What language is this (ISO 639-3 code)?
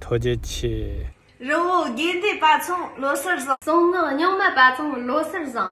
bod